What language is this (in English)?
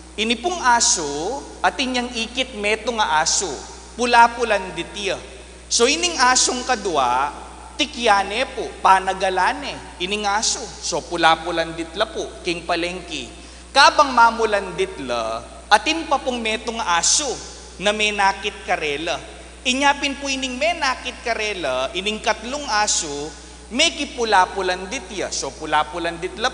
Pampanga